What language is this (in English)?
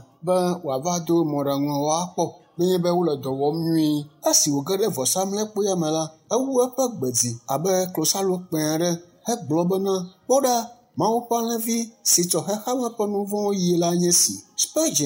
Ewe